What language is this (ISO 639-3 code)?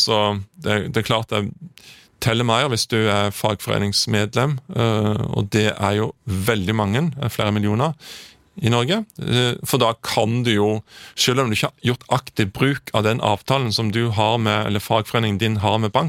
nor